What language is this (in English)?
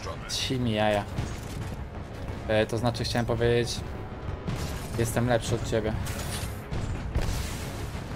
Polish